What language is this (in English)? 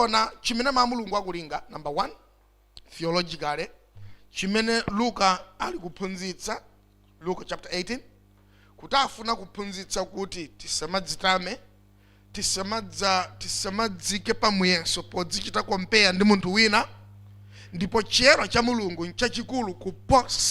Nyanja